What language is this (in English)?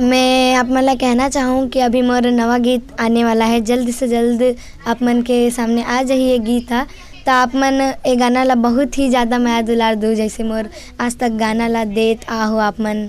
Chhattisgarhi